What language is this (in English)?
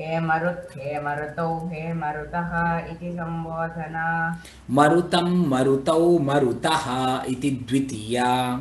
Sanskrit